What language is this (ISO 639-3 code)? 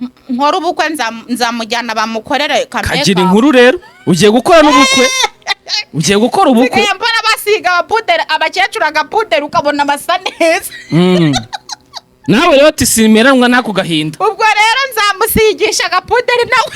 kin